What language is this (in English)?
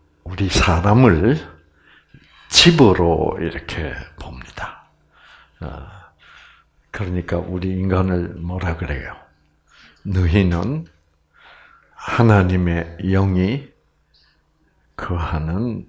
Korean